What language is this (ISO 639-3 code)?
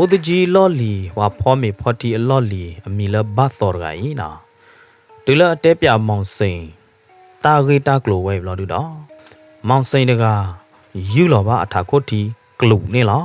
ksw